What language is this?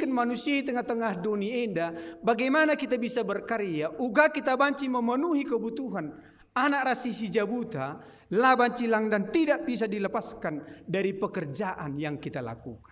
Batak Karo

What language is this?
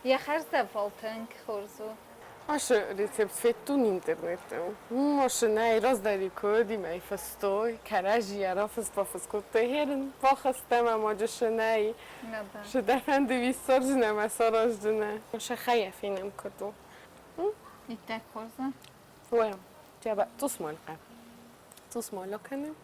Ossetic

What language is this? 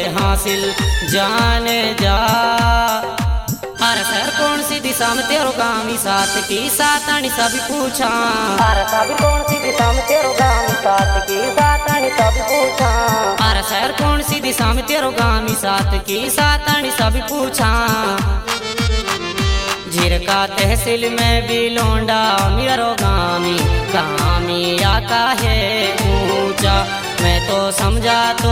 Haryanvi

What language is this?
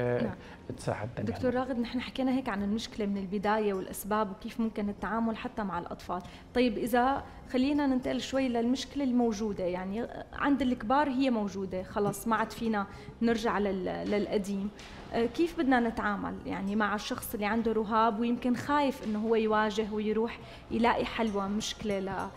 North Levantine Arabic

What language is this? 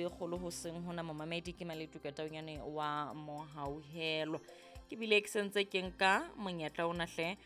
Southern Sotho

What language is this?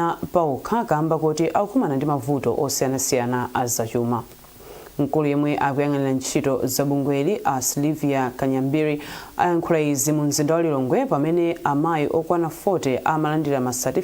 Nyanja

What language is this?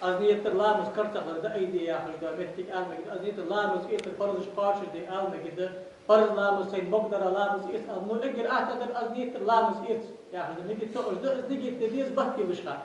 Ingush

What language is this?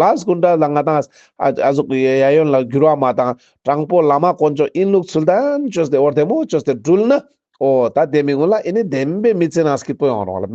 Ladakhi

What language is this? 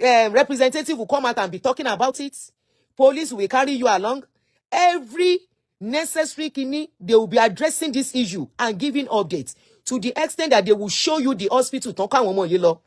Yoruba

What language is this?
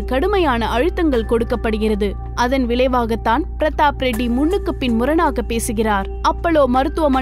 Tamil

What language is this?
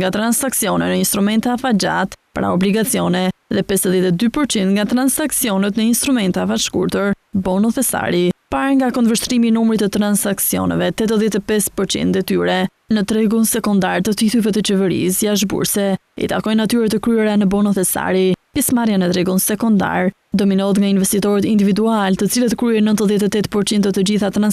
Albanian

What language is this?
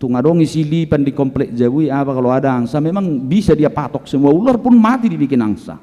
Batak Toba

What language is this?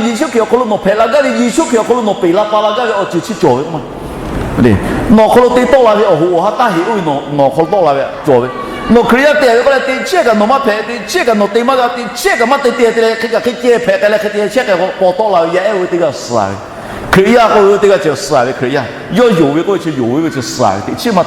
Lahu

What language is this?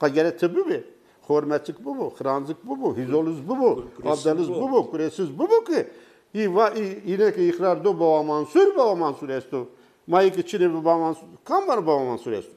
Zaza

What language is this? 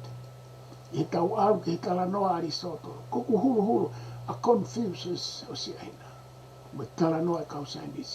Tongan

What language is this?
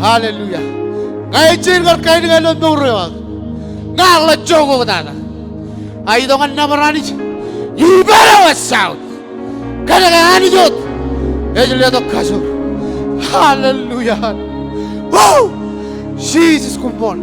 Marshallese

